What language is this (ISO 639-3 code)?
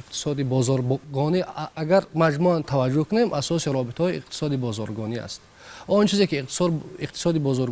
tgk